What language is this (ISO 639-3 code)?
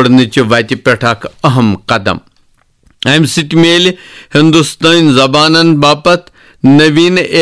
kas